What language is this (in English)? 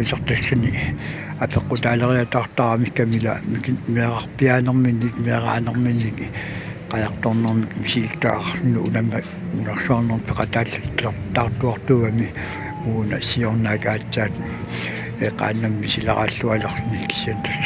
Kalaallisut